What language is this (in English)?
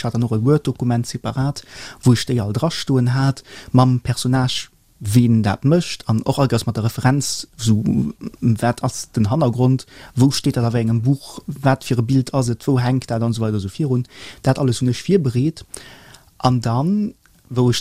Luxembourgish